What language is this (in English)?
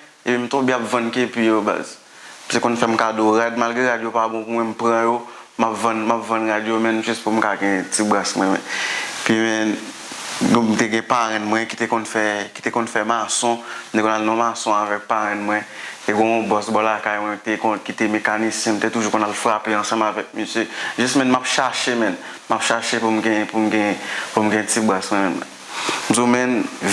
Haitian Creole